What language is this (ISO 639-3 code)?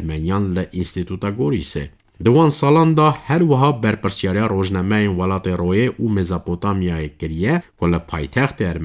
kur